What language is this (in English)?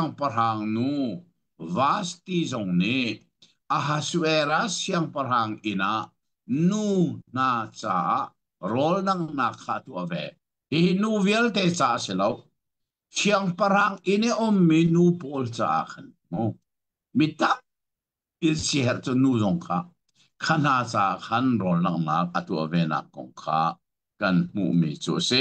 Hakha Chin